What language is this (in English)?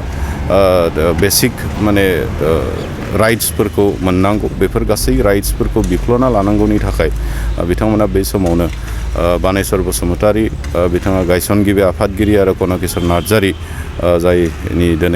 Bodo